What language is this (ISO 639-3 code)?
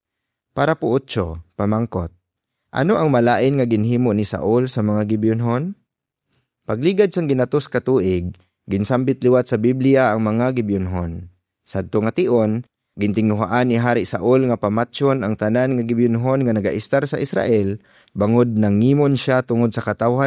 hil